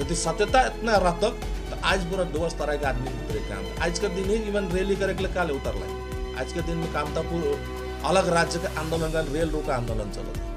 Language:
Sadri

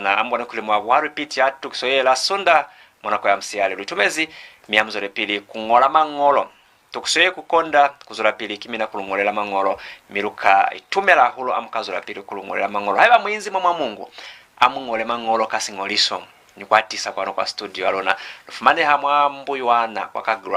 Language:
Lozi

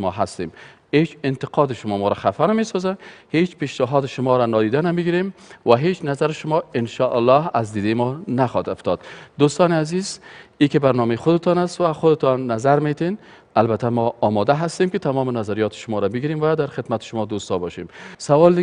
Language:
Persian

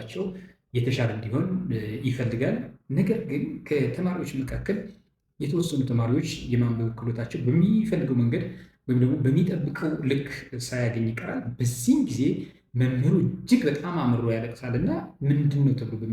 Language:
Amharic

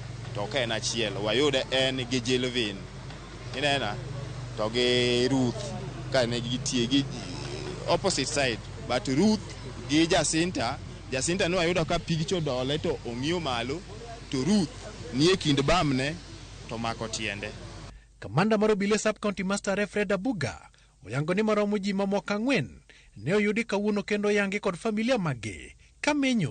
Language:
Luo (Kenya and Tanzania)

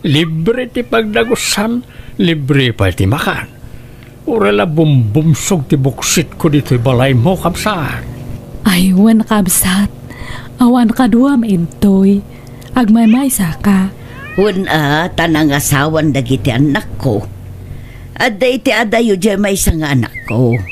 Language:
Iloko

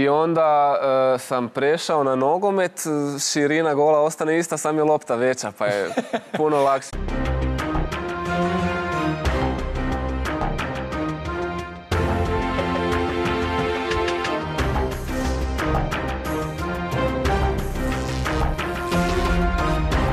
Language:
Croatian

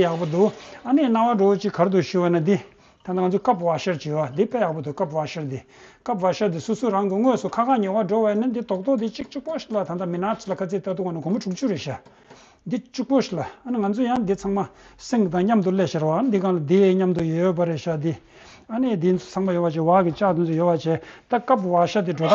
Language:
Tibetan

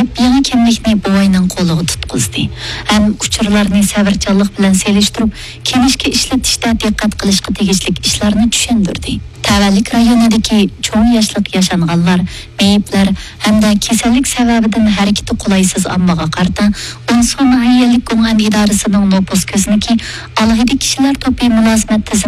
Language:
Uyghur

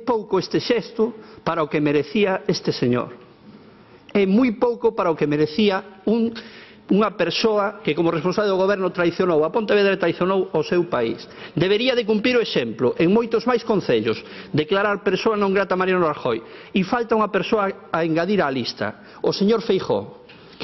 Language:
Galician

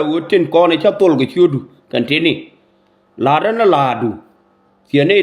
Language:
Nuer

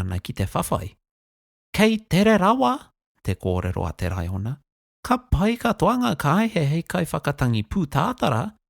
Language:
Māori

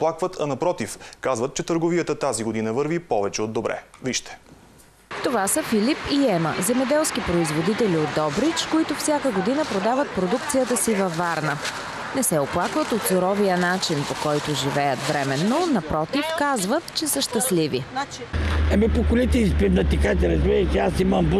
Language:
Bulgarian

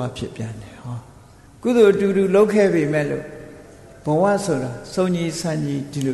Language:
Burmese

